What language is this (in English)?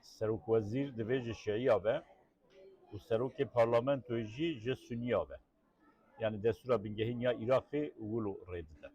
Kurdish